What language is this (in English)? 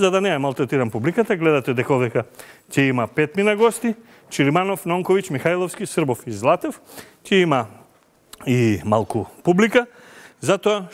Macedonian